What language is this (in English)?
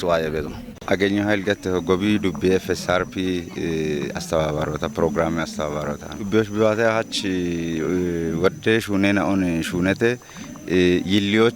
Kafa